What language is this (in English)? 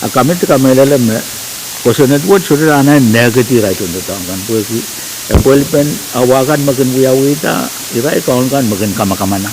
Pohnpeian